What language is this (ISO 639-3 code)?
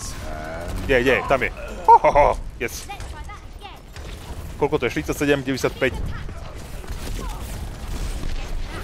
slk